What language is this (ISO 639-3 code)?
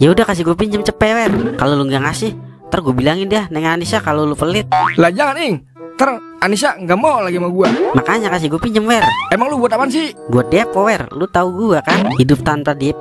bew